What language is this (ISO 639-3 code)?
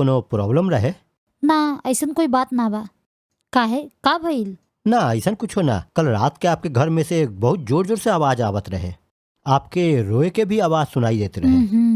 bho